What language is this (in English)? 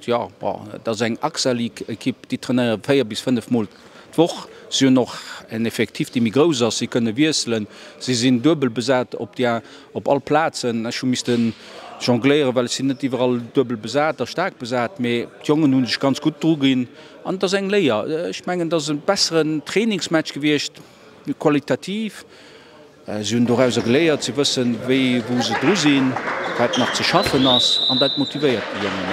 Luxembourgish